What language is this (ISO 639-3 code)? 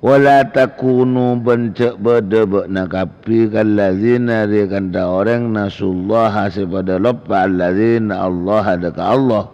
mad